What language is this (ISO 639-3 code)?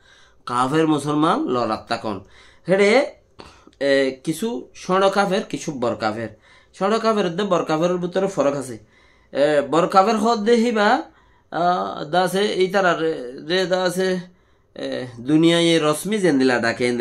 rhg